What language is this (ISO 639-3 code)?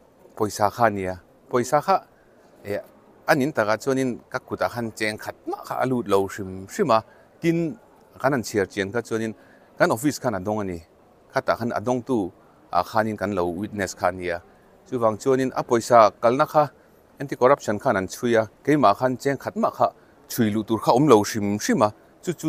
lus